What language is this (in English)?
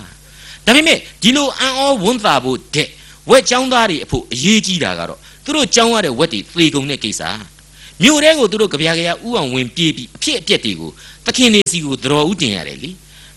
Burmese